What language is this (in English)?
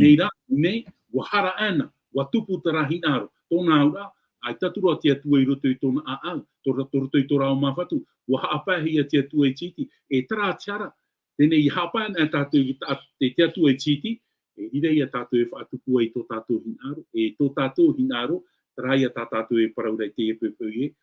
Tahitian